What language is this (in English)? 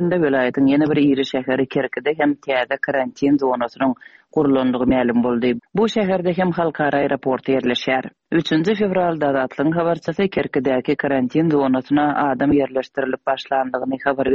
Turkmen